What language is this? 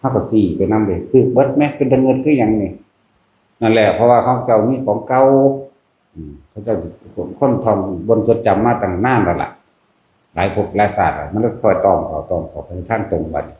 Northeastern Thai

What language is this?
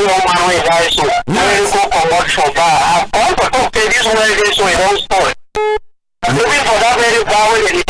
Cameroon Pidgin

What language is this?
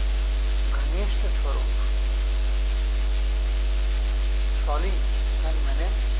Hindi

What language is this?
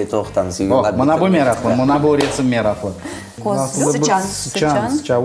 Crimean Tatar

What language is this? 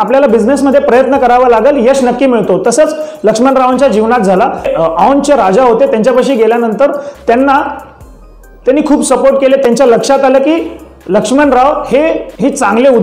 Marathi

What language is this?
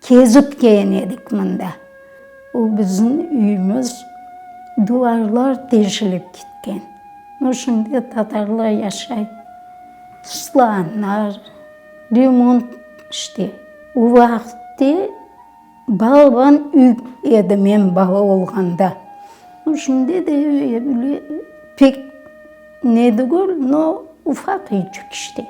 Crimean Tatar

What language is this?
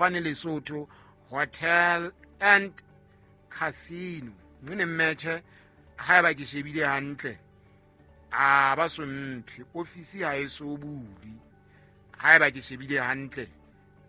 Southern Sotho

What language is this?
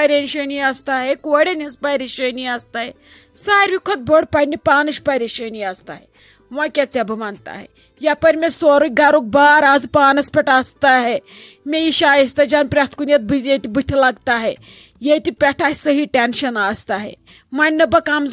Kashmiri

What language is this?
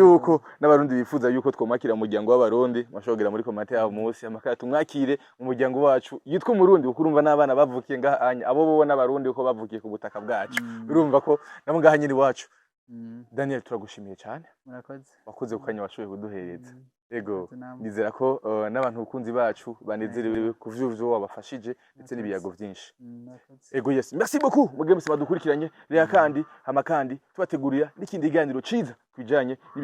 Rundi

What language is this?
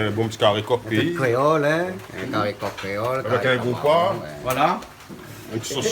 Réunion Creole French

